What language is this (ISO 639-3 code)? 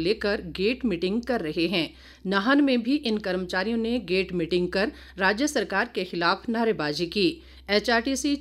hin